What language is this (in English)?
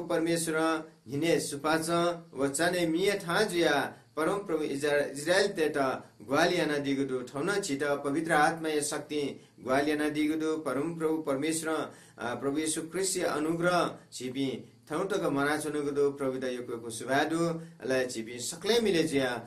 Newari